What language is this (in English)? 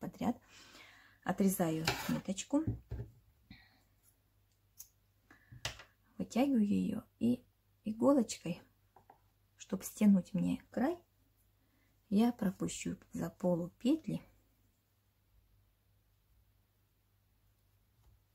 Russian